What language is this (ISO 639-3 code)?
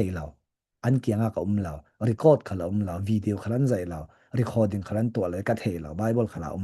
cfm